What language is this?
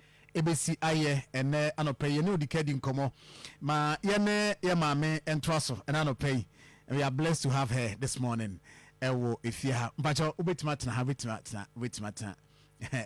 Akan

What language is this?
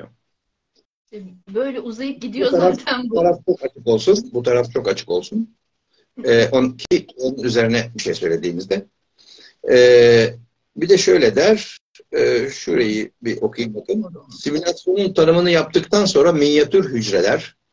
Turkish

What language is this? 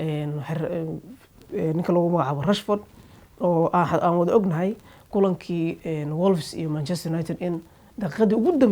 Somali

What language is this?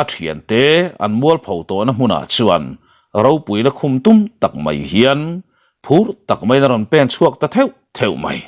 Mizo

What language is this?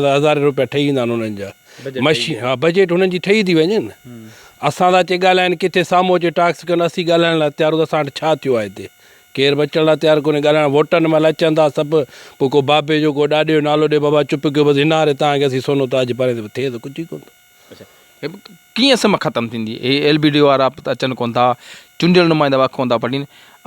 Sindhi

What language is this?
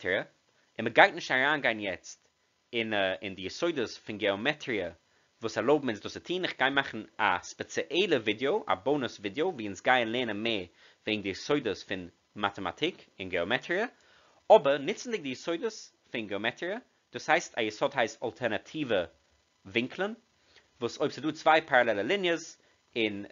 Yiddish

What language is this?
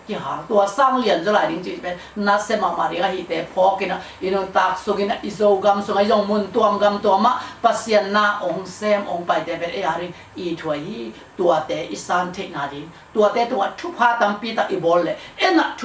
Tedim Chin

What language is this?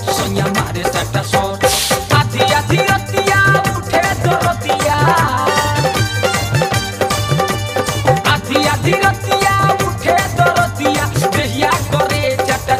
Bhojpuri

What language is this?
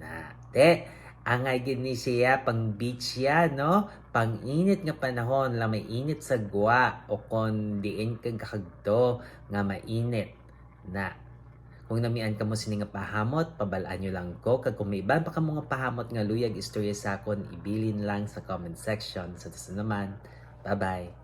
Hiligaynon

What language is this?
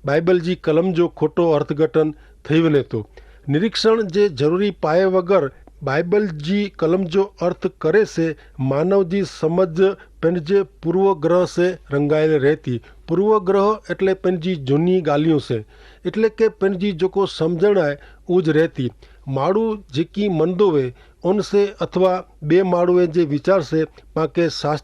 Kachhi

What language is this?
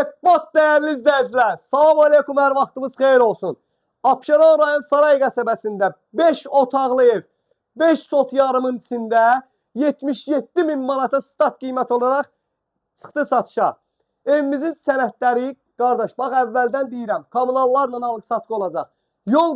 Azerbaijani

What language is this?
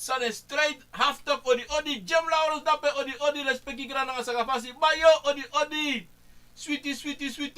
Sranan Tongo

